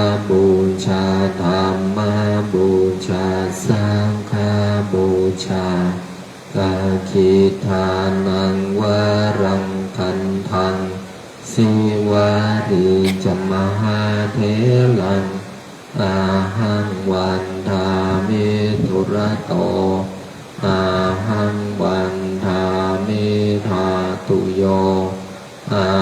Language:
Pali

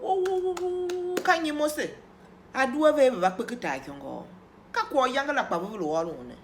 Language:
Tiv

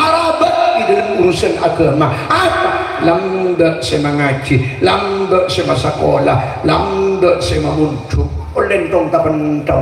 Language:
Madurese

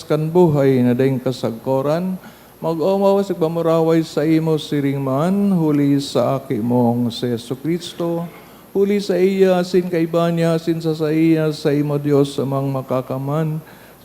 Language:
Bikol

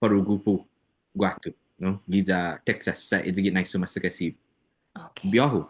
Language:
Chamorro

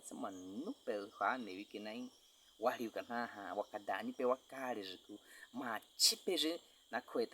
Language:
Baniwa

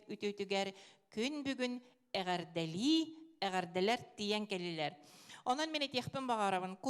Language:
Yakut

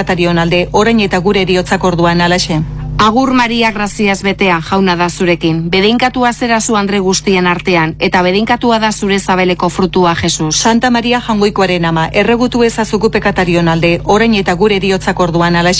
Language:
Basque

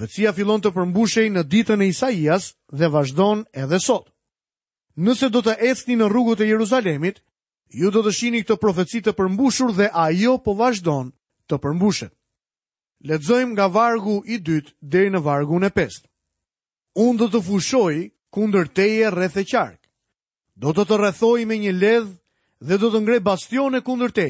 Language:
Albanian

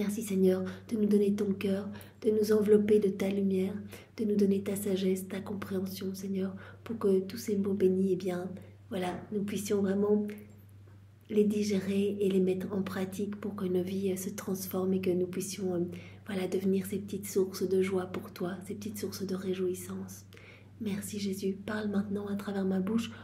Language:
French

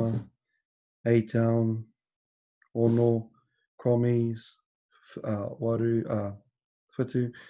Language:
Māori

